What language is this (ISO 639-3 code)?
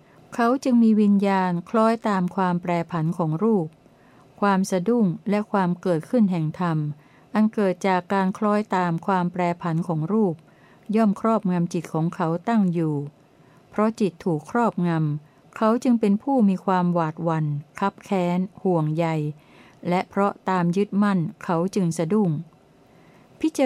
tha